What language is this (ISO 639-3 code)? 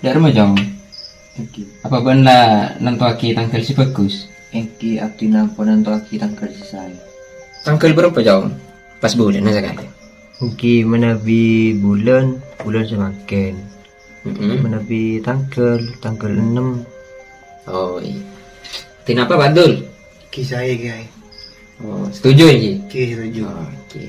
mad